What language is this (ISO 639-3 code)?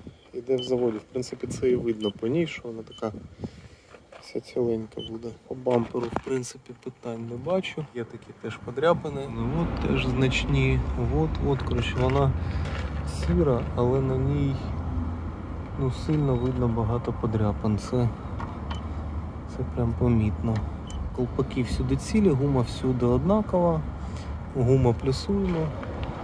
ukr